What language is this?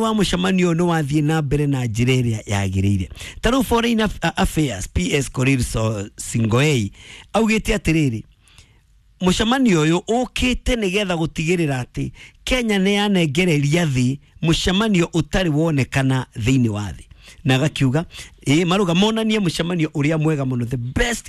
Kikuyu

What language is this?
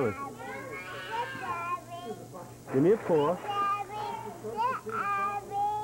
English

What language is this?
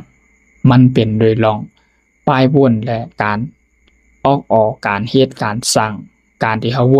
Shan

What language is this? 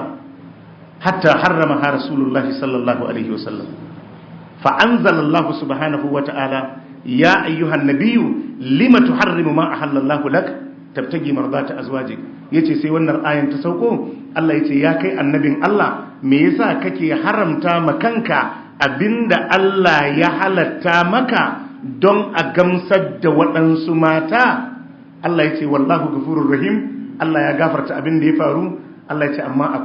Hausa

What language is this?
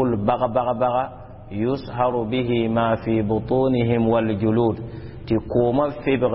Mossi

